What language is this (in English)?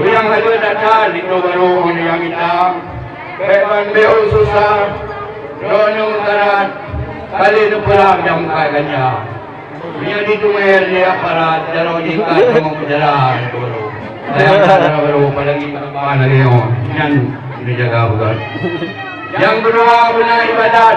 Achinese